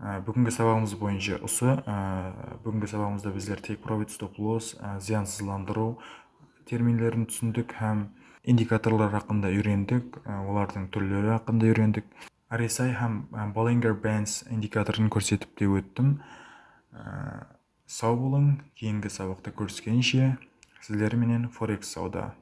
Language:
Kara-Kalpak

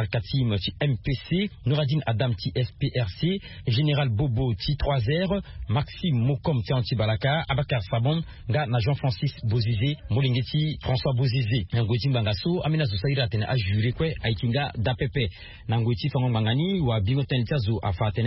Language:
Sango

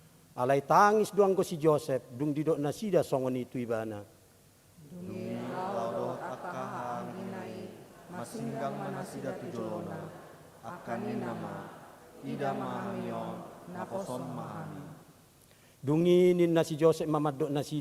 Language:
Batak Toba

